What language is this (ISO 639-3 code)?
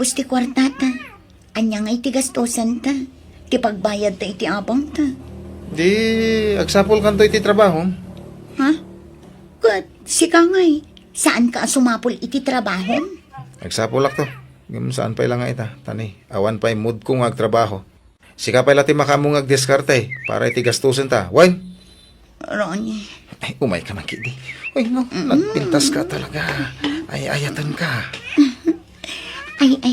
ilo